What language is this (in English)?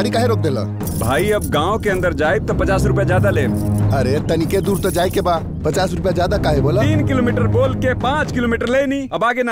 Bhojpuri